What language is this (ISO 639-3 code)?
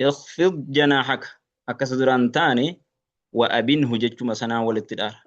orm